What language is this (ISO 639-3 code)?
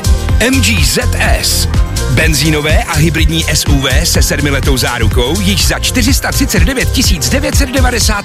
ces